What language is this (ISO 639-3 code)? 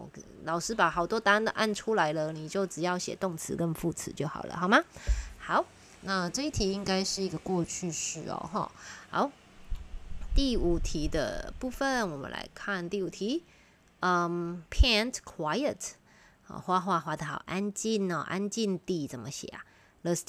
zho